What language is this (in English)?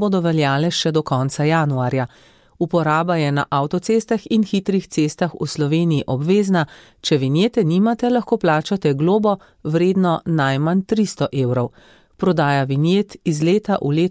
Slovenian